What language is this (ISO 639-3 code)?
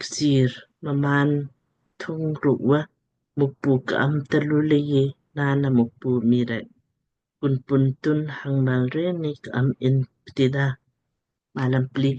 lmk